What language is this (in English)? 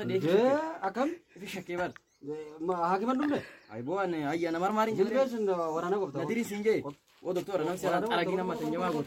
Oromo